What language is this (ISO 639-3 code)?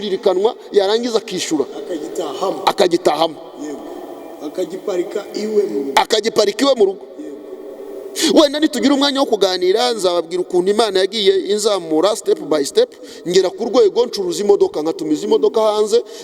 kin